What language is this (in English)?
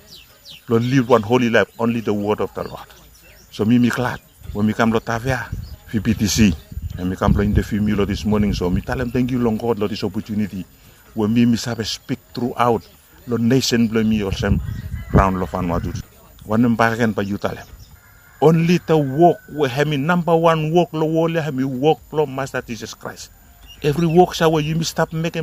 Bislama